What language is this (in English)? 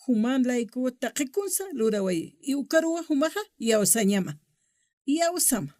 Aymara